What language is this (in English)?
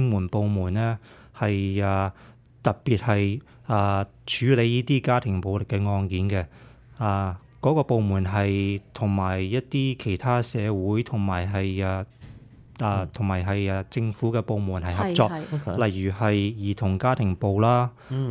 Cantonese